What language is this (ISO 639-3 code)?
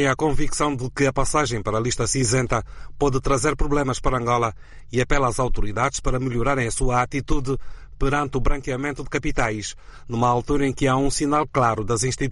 por